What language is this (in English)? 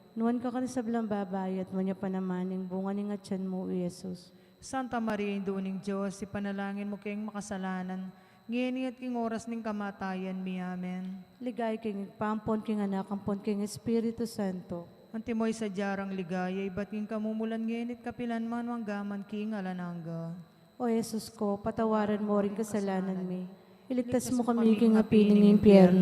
Pampanga